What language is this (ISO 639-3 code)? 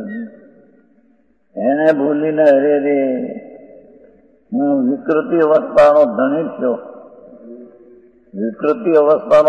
guj